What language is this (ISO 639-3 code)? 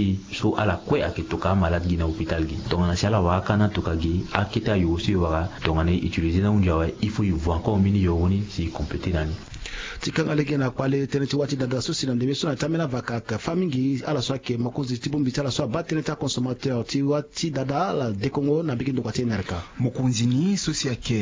sag